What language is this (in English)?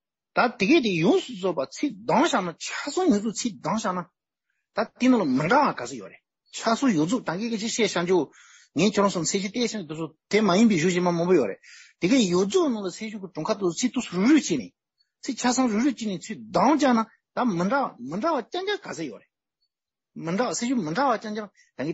Tibetan